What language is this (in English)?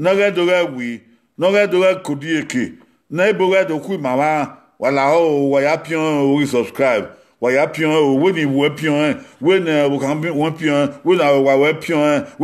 Bini